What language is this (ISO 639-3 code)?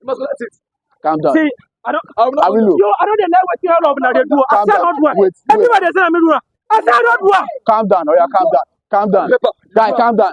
pcm